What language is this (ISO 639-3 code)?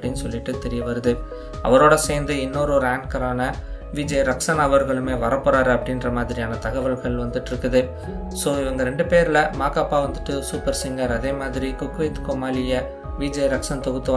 tam